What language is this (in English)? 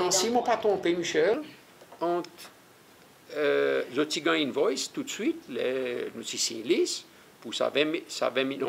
Seselwa Creole French